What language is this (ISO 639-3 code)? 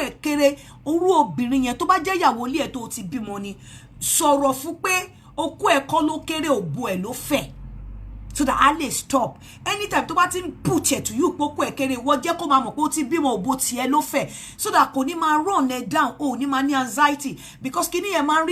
yor